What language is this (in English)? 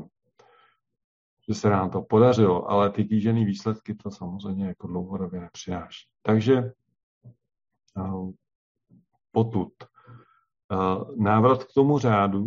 Czech